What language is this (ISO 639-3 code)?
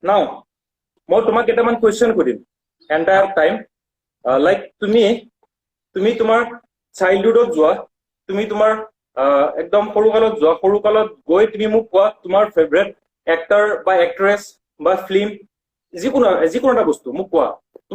asm